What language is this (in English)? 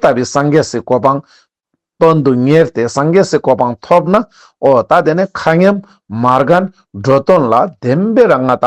Ladakhi